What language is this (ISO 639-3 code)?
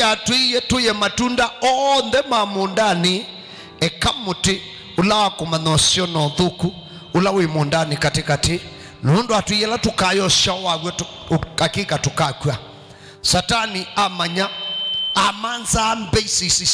kam